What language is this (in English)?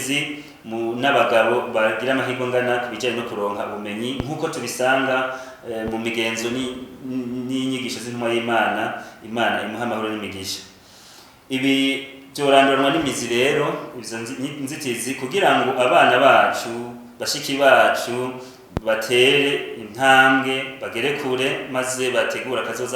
Rundi